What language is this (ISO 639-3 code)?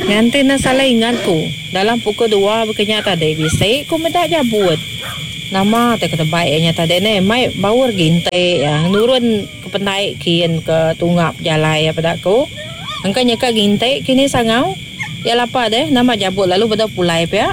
iba